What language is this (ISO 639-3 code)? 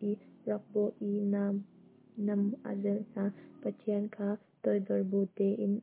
cnh